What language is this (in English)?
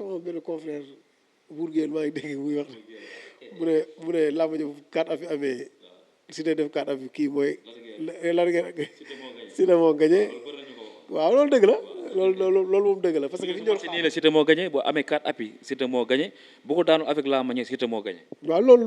Wolof